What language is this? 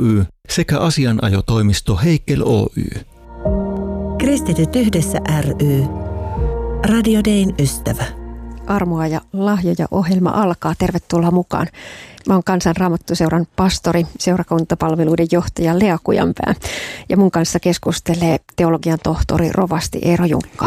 Finnish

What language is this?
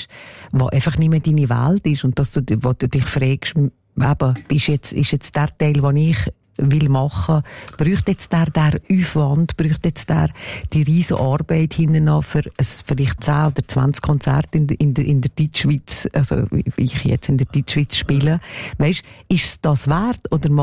German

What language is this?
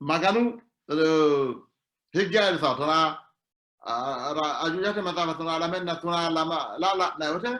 Sidamo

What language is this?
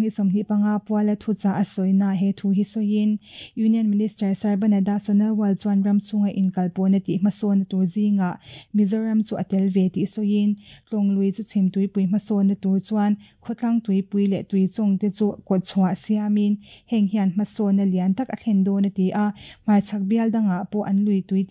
Mizo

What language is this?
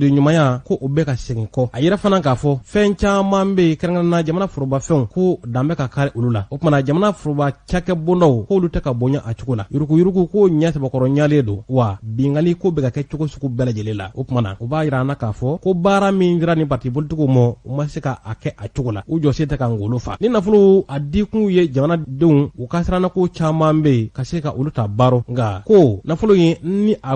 Bambara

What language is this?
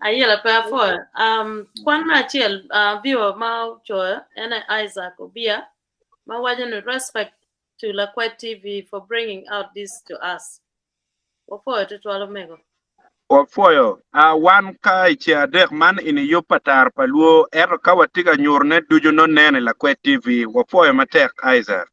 Acoli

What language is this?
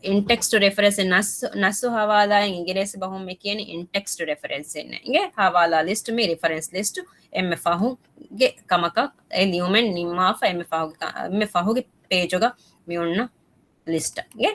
Divehi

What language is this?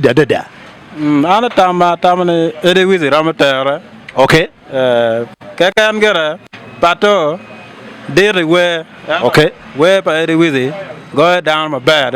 Acoli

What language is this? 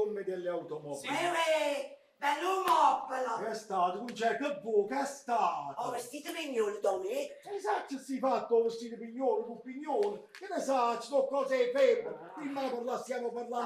Neapolitan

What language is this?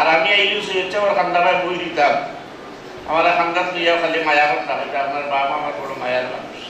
Sylheti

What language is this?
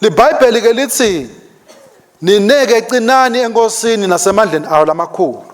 Swati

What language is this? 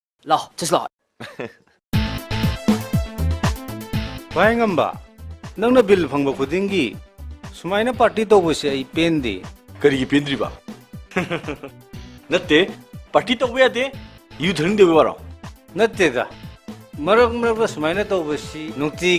Manipuri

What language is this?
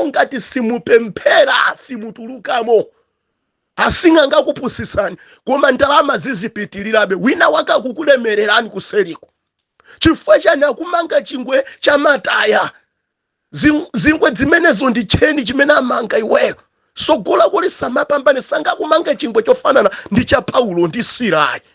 Nyanja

